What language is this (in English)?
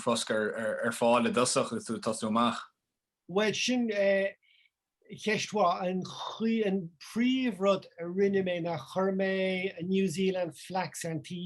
Irish